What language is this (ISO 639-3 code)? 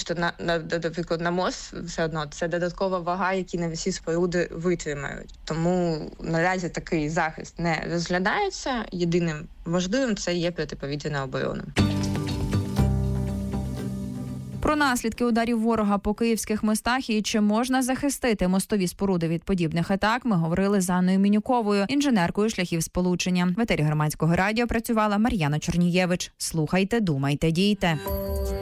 ukr